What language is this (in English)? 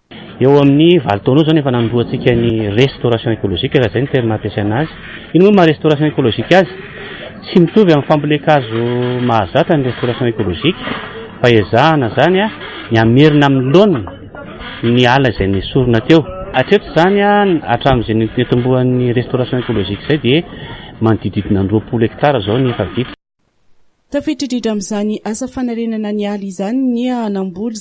Malagasy